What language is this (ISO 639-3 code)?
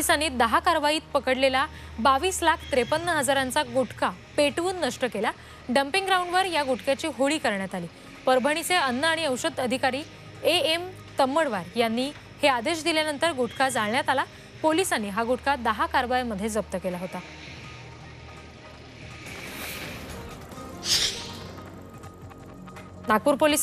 mar